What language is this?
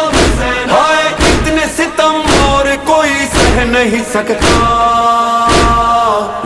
Urdu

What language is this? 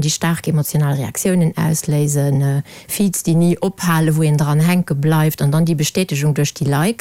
Luxembourgish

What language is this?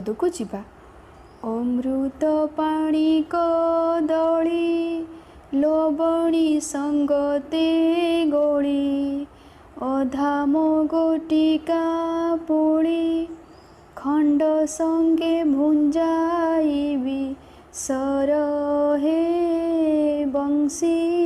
Odia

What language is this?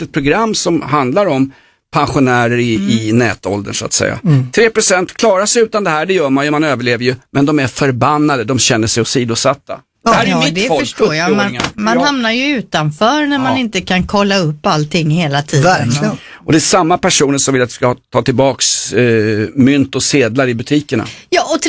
Swedish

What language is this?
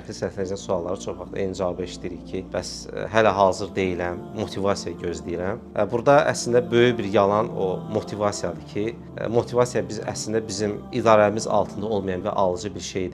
Azerbaijani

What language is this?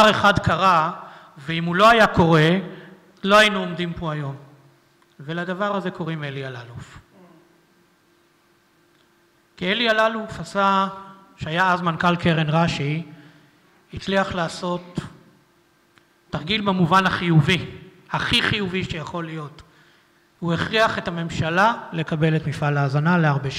Hebrew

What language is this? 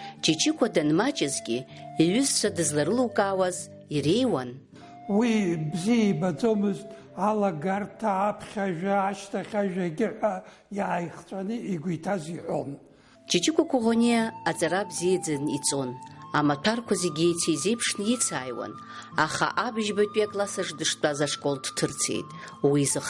Abkhazian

